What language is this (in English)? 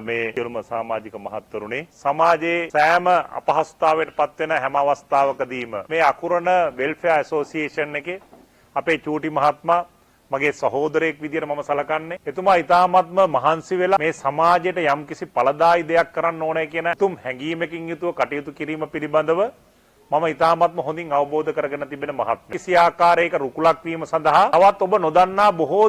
Sinhala